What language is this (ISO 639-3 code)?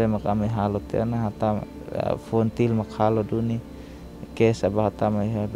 tet